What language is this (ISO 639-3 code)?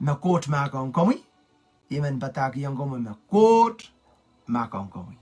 pon